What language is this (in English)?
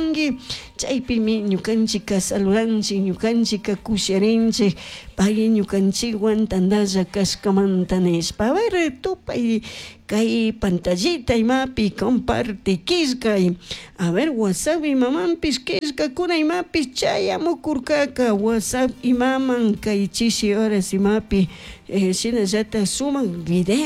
Chimborazo Highland Quichua